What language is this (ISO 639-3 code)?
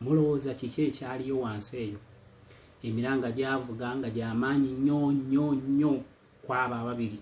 lug